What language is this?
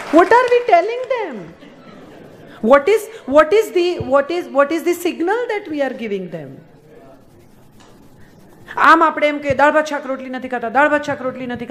Gujarati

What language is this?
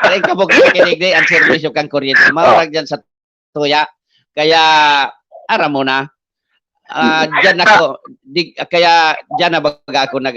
Bikol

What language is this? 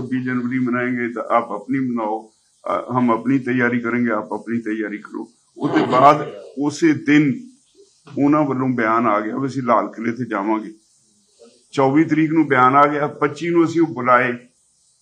Punjabi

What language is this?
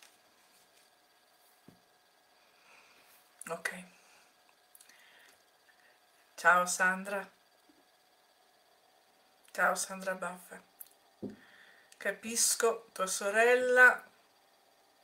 Italian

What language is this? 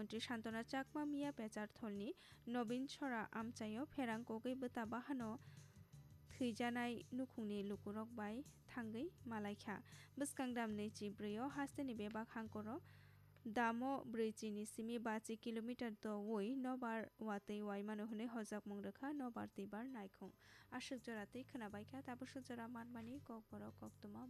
Kok Borok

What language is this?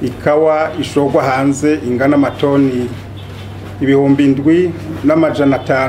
Rundi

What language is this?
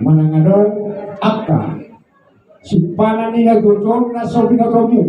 Batak Toba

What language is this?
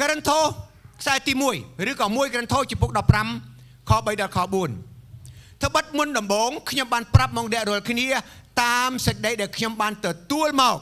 Khmer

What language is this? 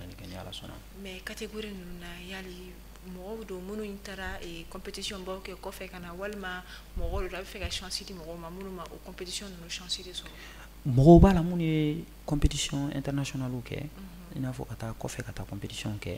Bambara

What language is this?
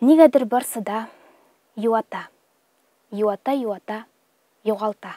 Tatar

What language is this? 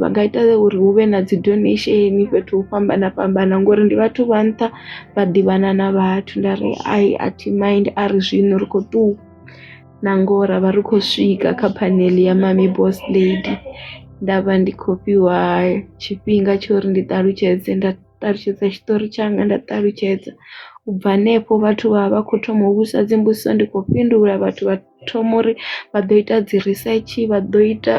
Venda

